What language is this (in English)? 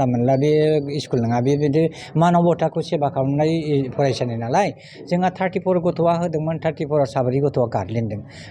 Bodo